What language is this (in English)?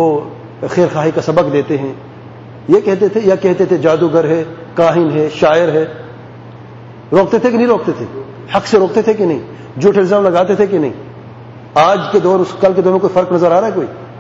Urdu